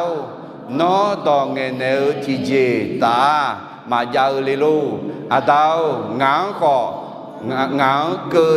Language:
Akha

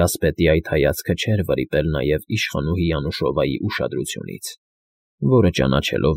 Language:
Armenian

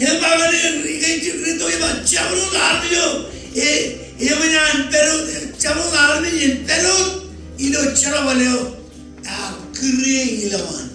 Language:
Marshallese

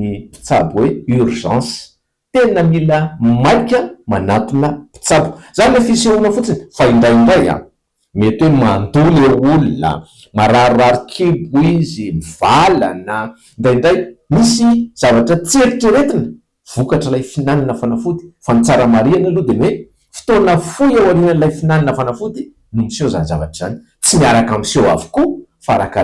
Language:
Malagasy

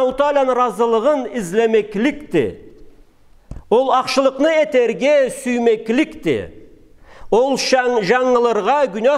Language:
Karachay-Balkar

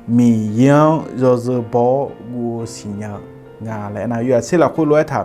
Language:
Akha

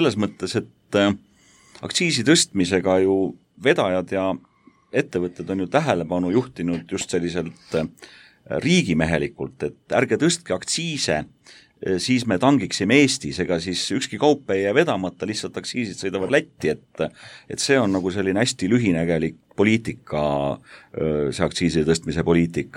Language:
Estonian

